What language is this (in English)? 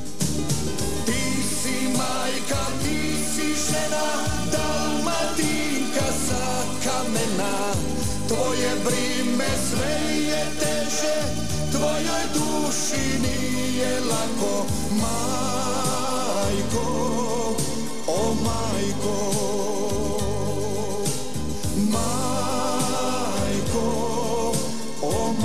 Croatian